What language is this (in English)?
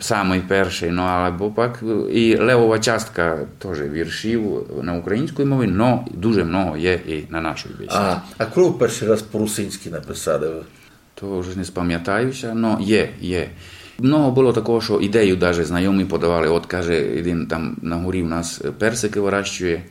Rusyn